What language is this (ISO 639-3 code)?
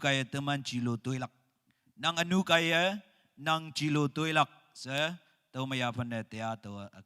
nag